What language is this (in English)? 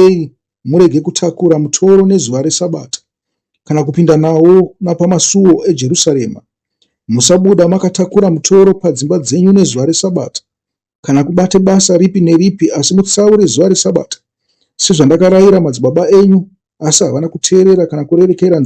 Shona